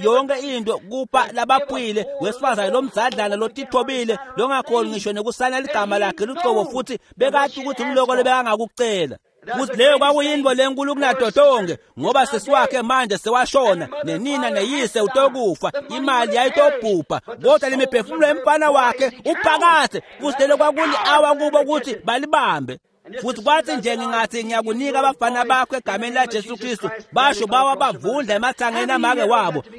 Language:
Swati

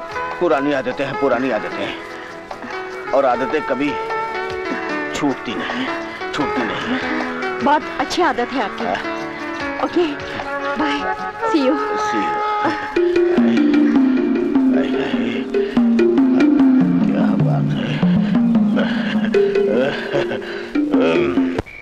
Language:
Hindi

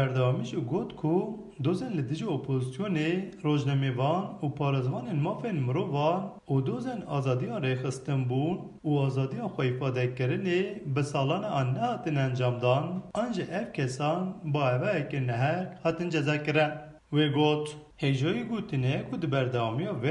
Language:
Kurdish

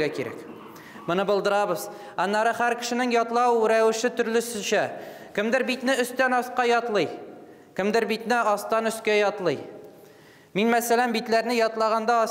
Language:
Tatar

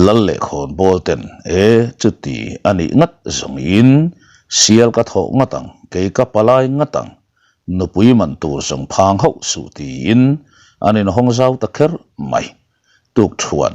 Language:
Mizo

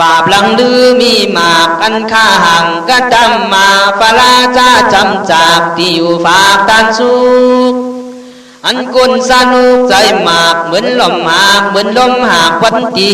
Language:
Khün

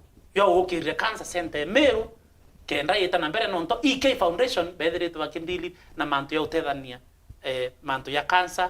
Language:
Meru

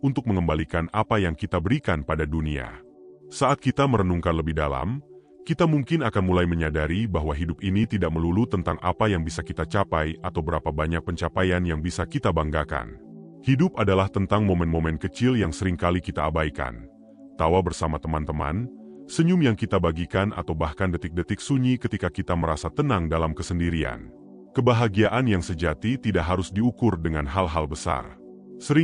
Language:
Indonesian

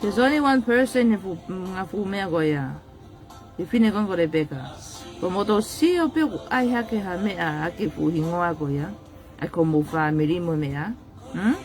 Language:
Tongan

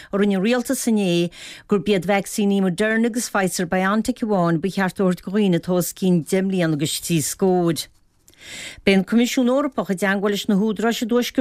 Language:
Irish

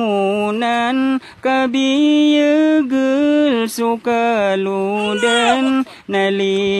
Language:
Maranao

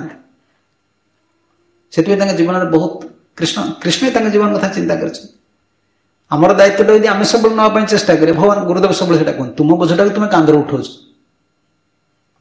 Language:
Odia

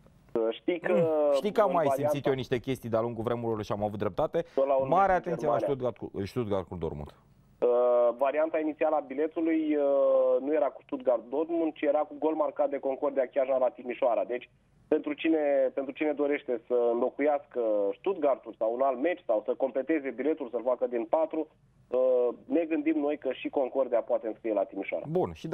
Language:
Romanian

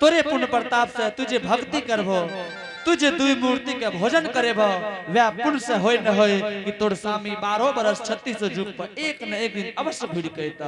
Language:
Angika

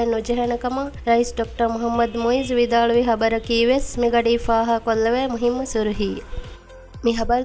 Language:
Divehi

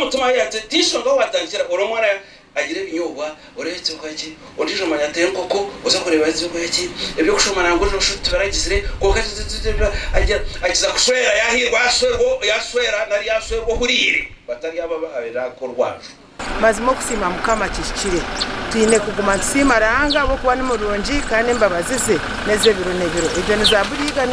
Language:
Nyankole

